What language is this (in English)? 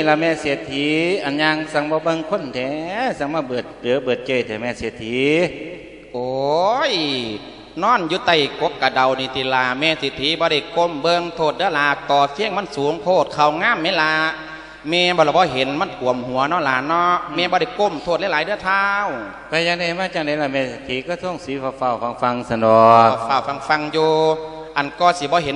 Lao